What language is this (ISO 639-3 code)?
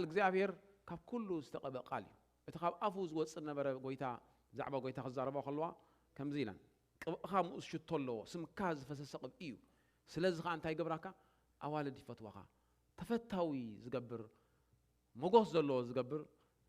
tir